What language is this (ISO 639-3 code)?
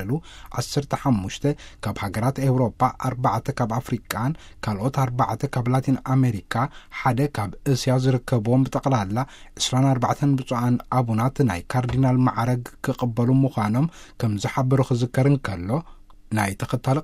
tir